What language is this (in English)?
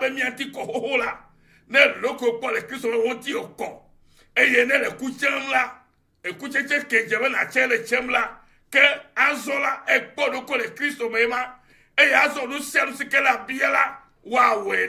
Ewe